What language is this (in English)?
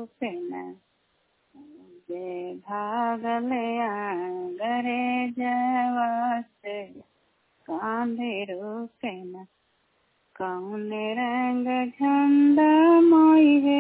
Bhojpuri